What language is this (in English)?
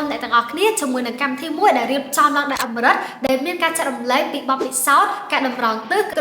Khmer